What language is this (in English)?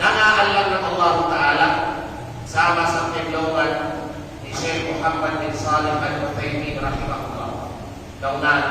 Kalagan